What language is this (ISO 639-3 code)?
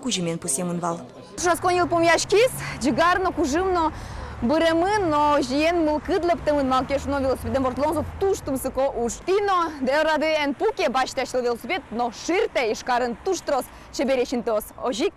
udm